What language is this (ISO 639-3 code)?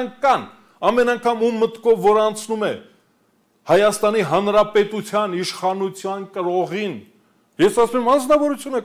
hye